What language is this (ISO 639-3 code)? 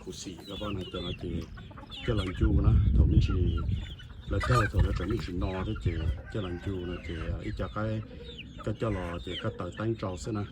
hmn